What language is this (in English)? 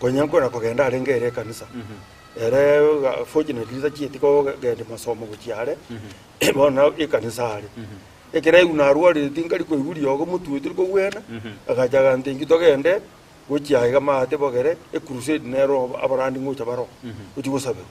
Gusii